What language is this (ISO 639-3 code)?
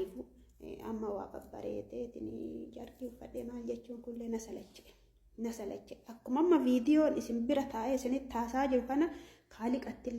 orm